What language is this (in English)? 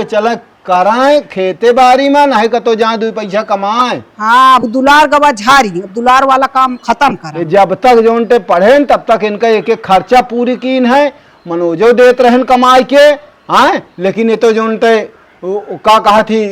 Awadhi